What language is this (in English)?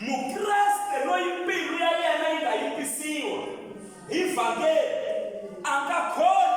Tsonga